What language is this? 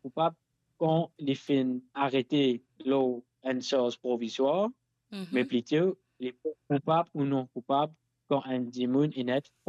Morisyen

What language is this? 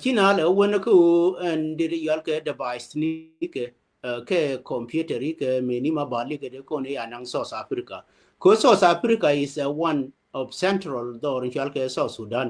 Nuer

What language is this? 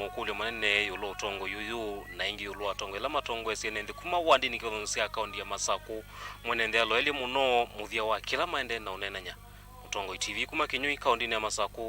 Kamba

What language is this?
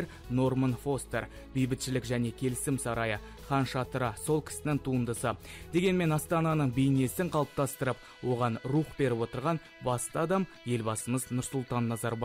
Kazakh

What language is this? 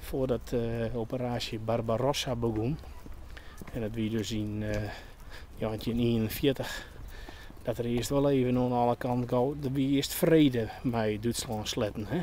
Western Frisian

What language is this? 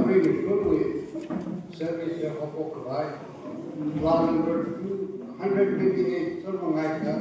Tangkhul Naga (India)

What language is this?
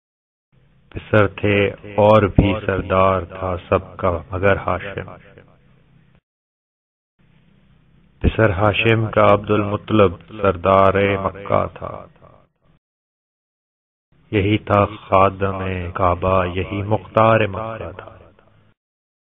Urdu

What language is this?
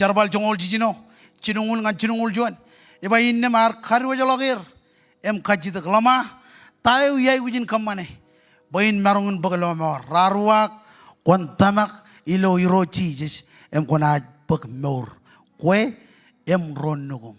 Marshallese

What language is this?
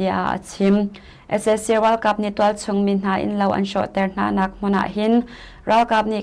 Hakha Chin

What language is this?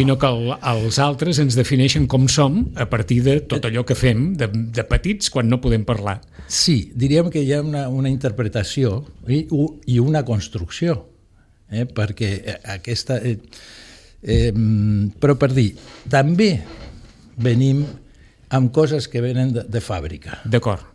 Catalan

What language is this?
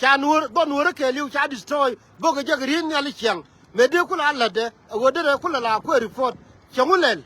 Nuer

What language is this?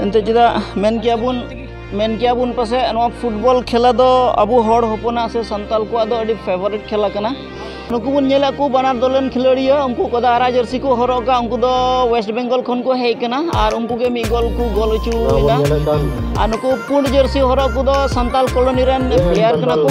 Santali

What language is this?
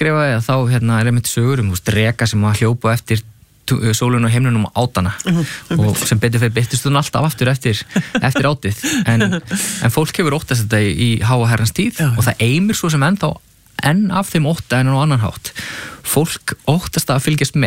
Icelandic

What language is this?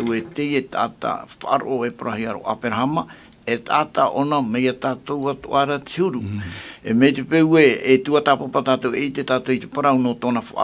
Tahitian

